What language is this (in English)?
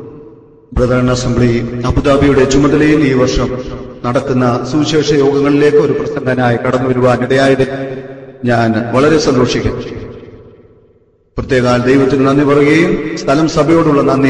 Malayalam